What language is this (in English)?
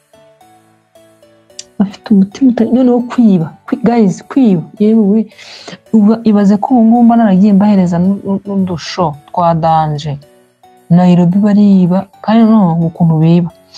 Kinyarwanda